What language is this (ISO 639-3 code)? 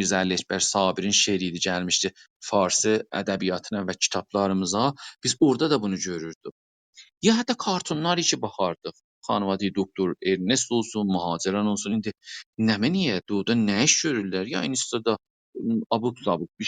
azb